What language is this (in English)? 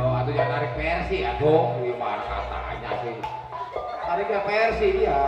Betawi